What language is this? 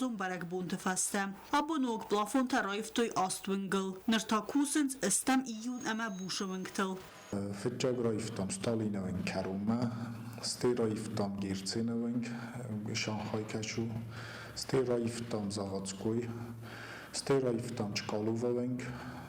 Ossetic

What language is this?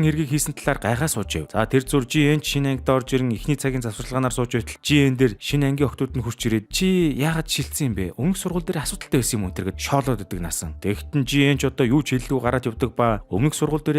Mongolian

